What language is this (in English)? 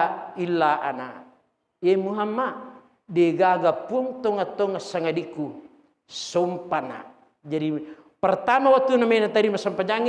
Buginese